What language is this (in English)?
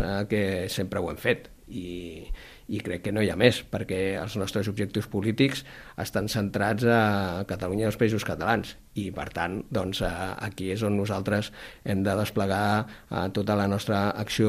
Catalan